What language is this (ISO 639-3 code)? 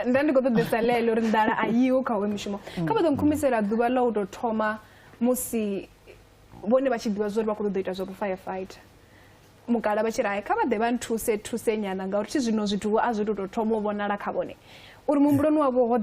ven